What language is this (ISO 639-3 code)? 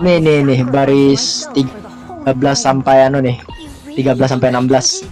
bjn